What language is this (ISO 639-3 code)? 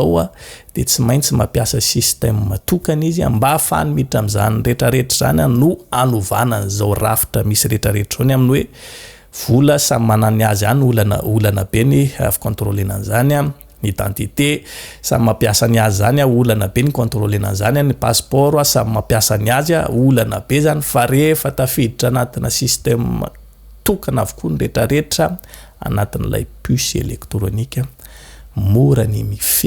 mlg